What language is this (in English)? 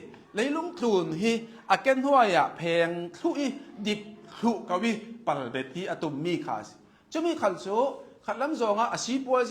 Hakha Chin